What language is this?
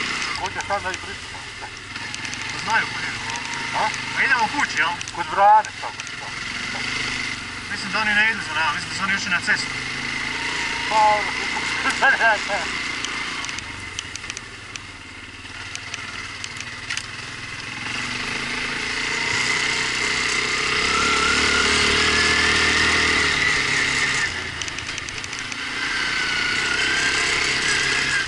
Croatian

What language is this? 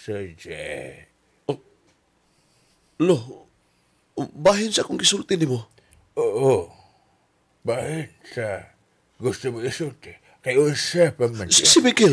Cebuano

